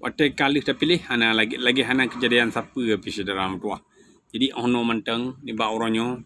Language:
Achinese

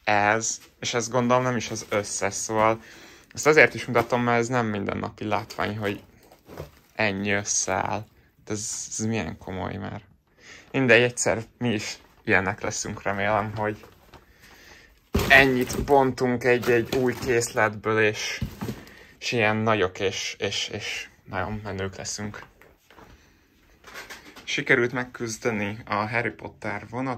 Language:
Hungarian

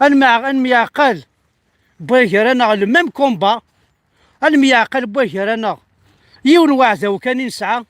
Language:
Kabyle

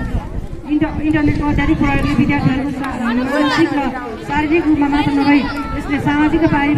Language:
Nepali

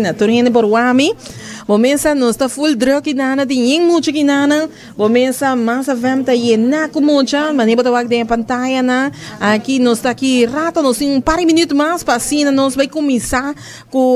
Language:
Papiamento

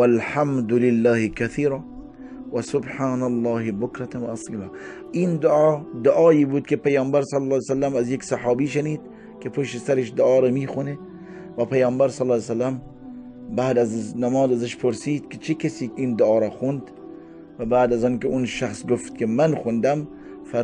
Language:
Persian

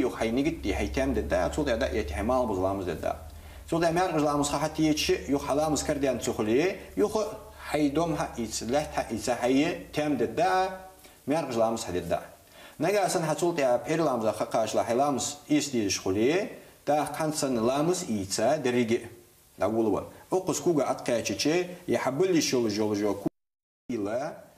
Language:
Ingush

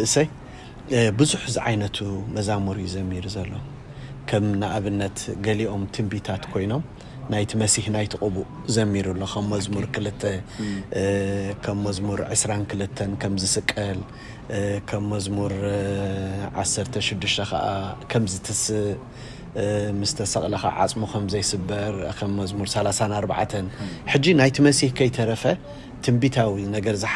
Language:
Tigrinya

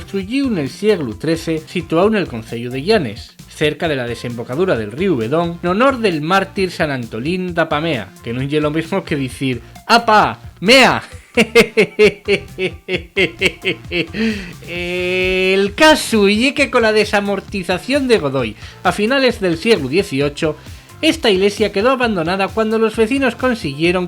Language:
Asturian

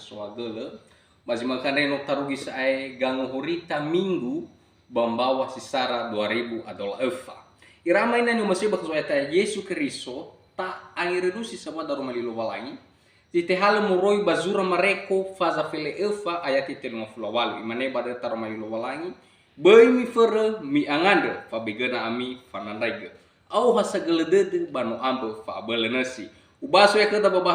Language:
Nias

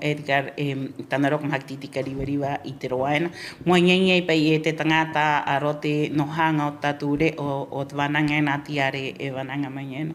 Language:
Rapanui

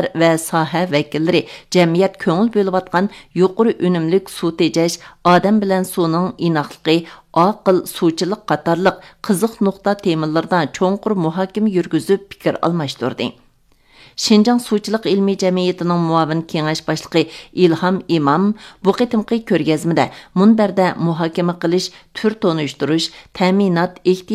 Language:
Uyghur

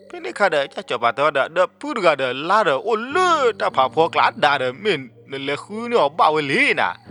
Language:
S'gaw Karen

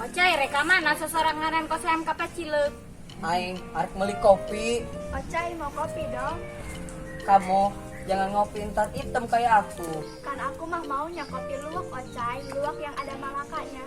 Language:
Sundanese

